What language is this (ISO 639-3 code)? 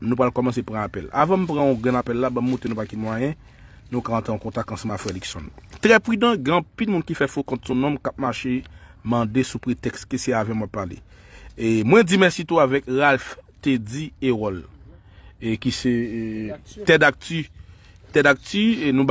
hat